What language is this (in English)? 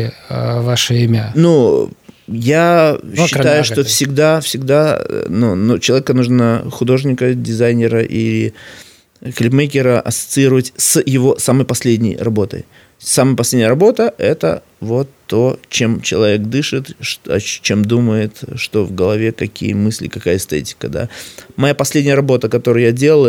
Belarusian